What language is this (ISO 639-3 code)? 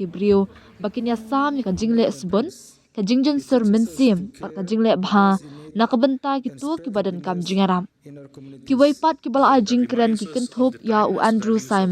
kha